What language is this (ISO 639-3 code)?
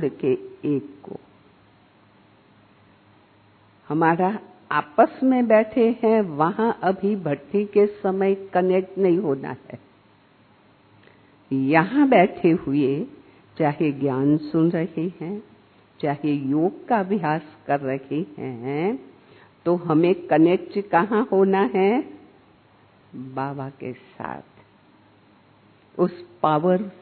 hin